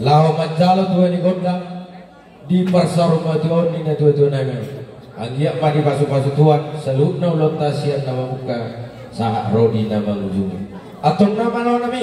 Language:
Batak Toba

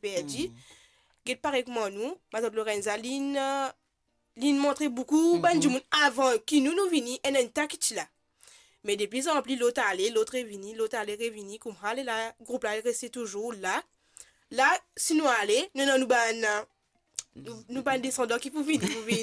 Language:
Morisyen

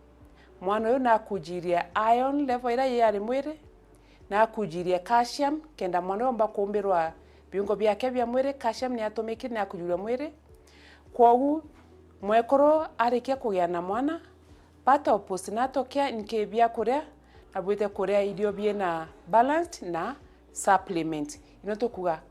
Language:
Meru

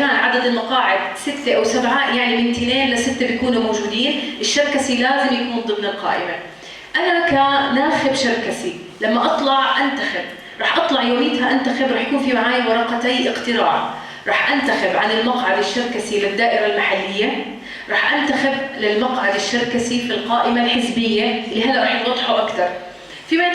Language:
North Levantine Arabic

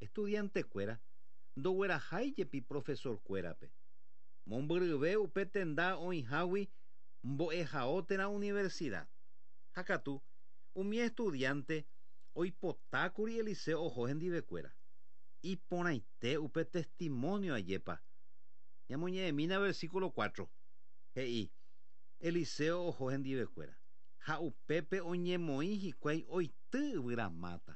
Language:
Guarani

